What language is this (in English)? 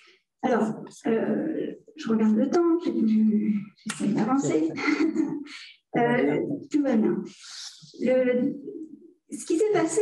French